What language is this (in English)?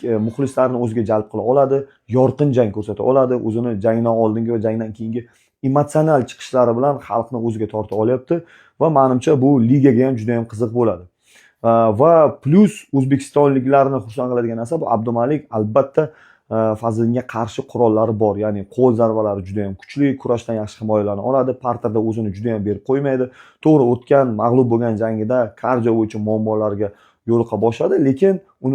Uzbek